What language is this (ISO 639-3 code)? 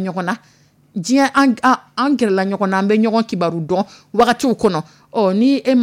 dyu